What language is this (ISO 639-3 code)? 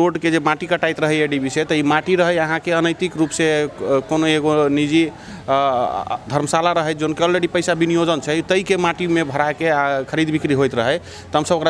mai